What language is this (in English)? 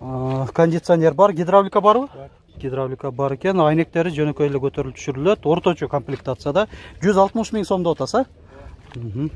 Kyrgyz